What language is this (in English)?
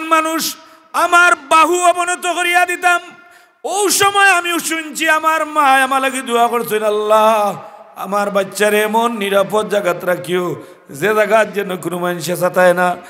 Sylheti